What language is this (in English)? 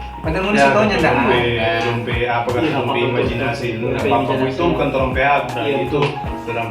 Manado Malay